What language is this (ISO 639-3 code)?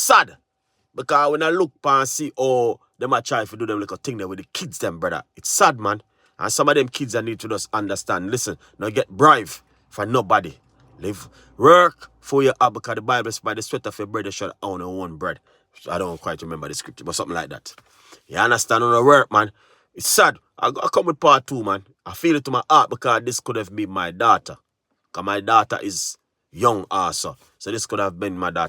jam